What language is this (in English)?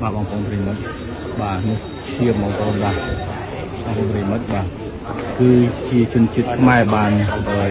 Khmer